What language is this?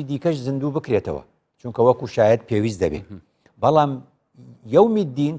Central Kurdish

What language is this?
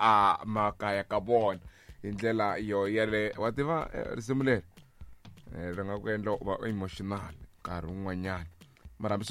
Tsonga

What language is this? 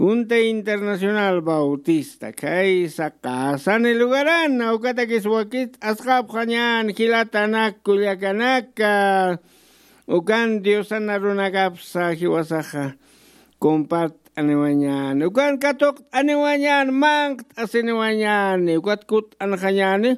Aymara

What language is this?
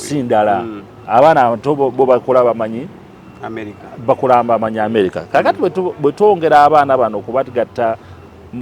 Ganda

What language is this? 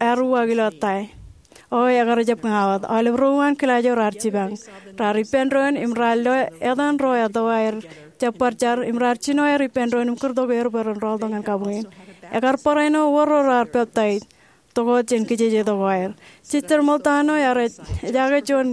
Marshallese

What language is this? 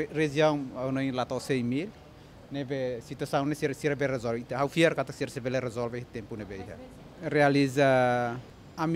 Tetum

